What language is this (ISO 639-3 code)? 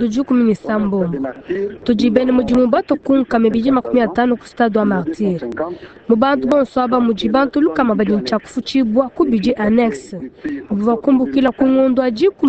lua